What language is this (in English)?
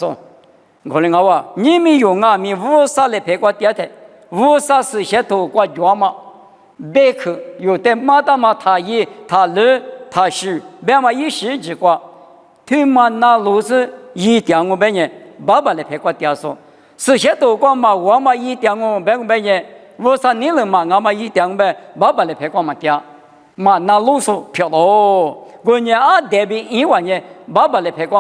Lisu